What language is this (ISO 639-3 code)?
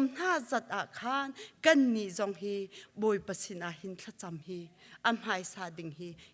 cnh